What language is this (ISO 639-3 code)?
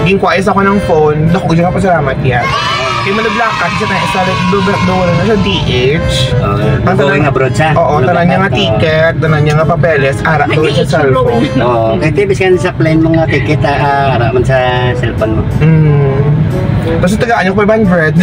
hil